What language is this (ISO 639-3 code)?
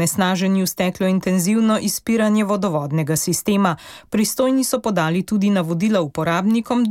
slv